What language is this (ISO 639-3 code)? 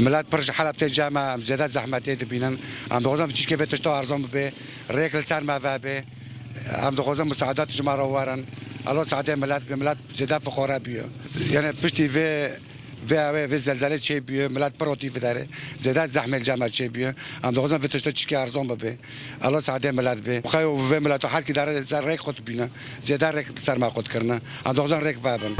kur